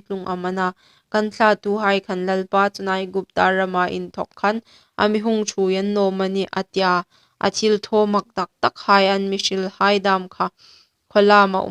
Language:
Hmar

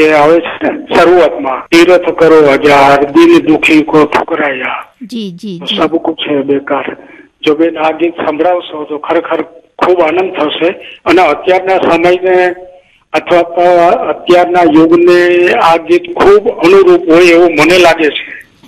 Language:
Gujarati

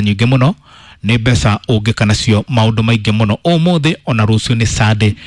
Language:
Kikuyu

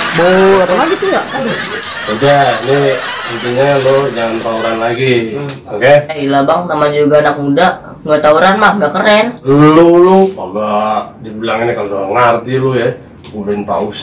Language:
Betawi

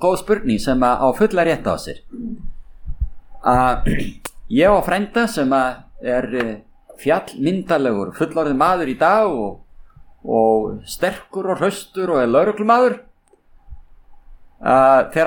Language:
Icelandic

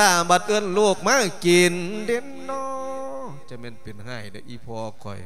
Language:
Lao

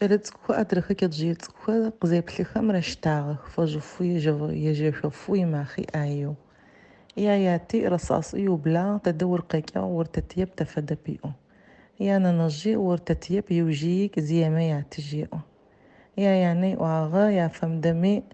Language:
Adyghe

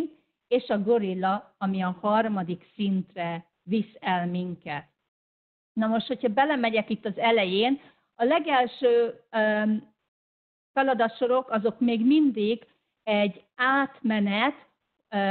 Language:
Hungarian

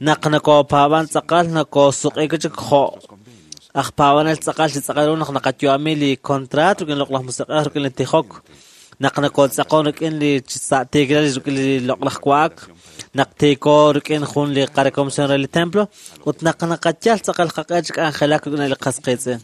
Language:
Kekchí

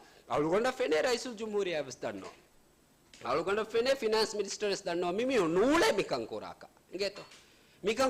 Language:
Divehi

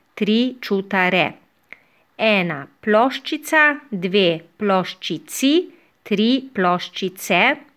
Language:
Slovenian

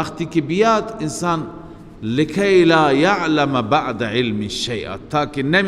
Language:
Persian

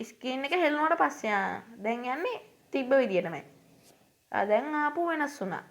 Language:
Sinhala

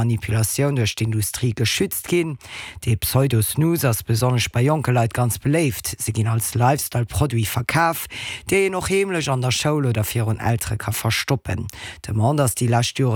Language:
Luxembourgish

